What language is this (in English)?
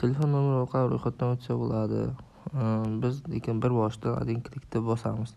Uzbek